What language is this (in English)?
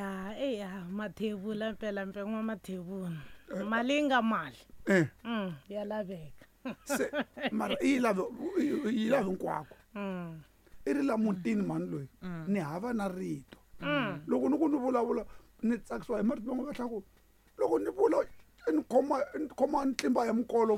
Tsonga